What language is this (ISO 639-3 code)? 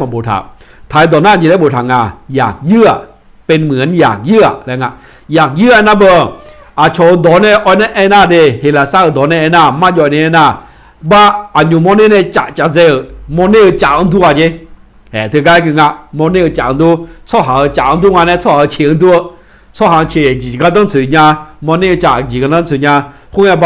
ahk